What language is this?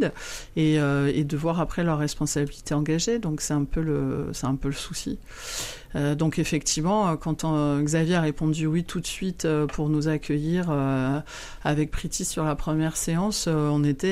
French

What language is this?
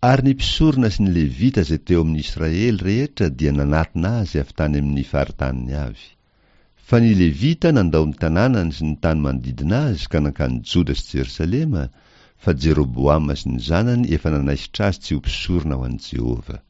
Malagasy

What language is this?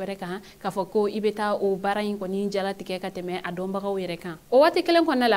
Bambara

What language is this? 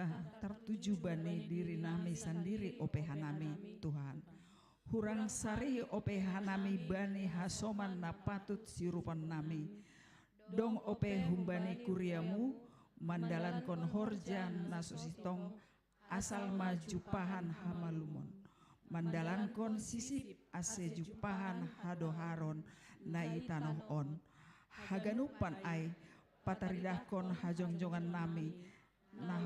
Batak Simalungun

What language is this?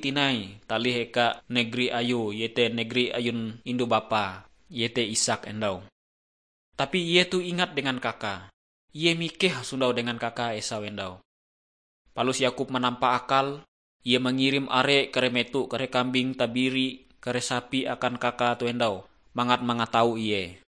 Ngaju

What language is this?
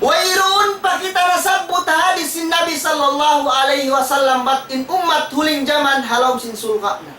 Tausug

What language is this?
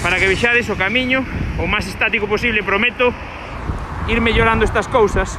Galician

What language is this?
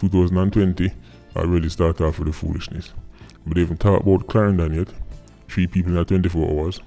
Jamaican Creole English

